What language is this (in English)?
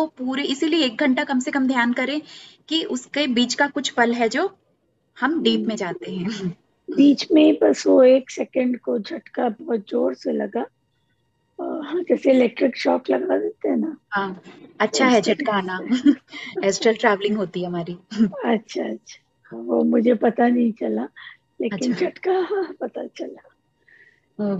Hindi